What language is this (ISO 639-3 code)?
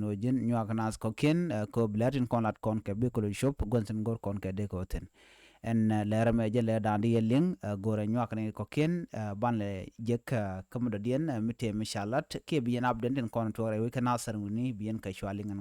nus